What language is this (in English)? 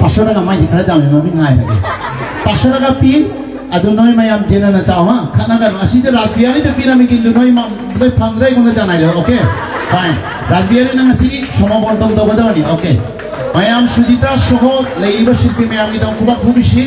Manipuri